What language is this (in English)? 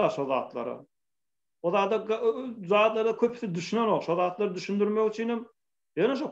Turkmen